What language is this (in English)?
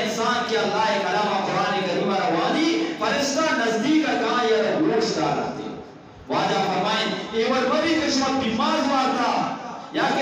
Eastern Balochi